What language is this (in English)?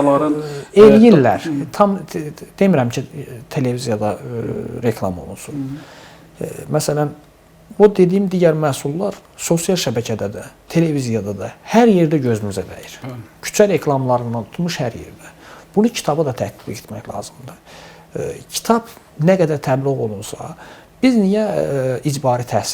Azerbaijani